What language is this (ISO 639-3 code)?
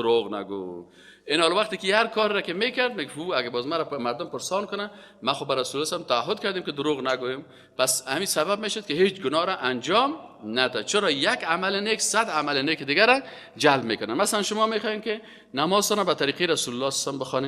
fas